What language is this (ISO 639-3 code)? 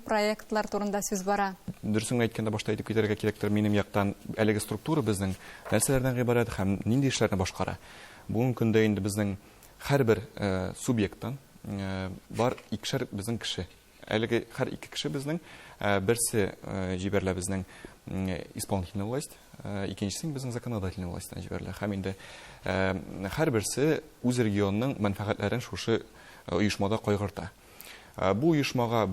tat